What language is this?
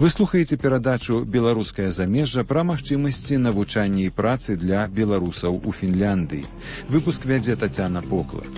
Belarusian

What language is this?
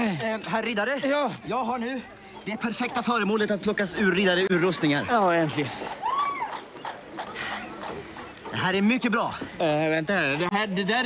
Swedish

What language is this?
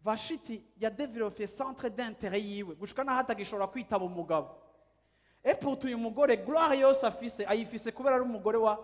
Rundi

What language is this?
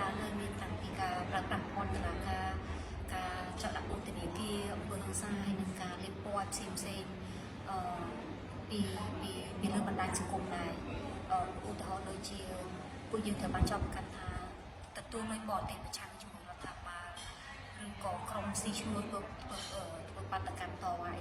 Khmer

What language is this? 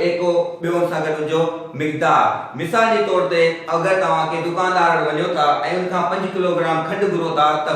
Sindhi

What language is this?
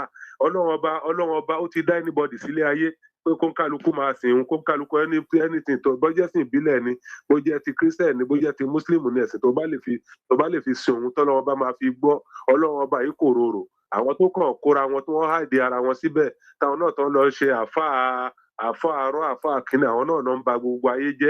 Yoruba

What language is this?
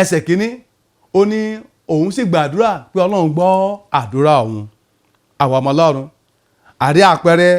Yoruba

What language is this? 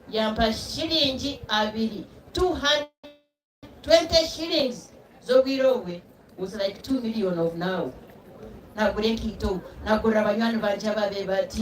Nyankole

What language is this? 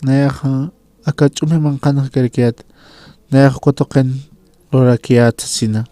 Aymara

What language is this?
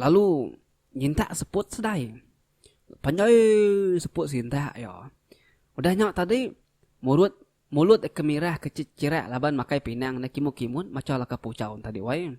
Iban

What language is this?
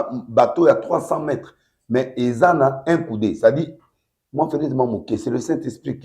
Lingala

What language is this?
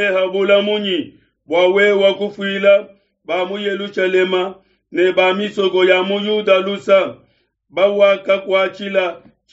Luba-Lulua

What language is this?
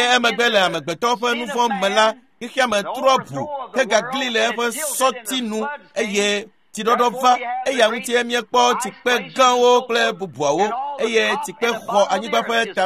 Ewe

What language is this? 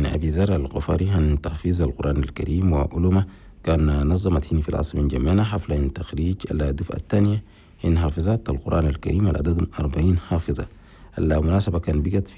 Chadian Arabic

